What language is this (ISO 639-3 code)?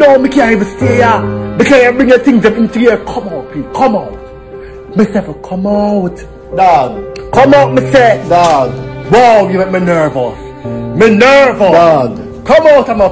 jam